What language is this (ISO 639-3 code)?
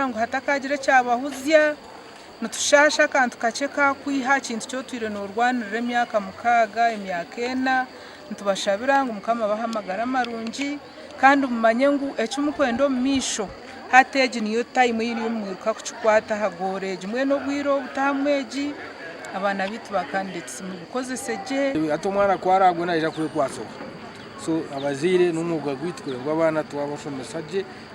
nyn